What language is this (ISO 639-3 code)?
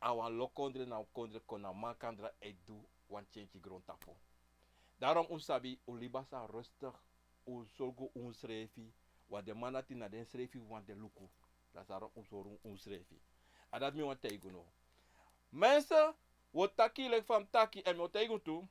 srn